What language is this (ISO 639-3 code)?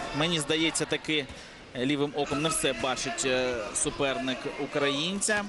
ukr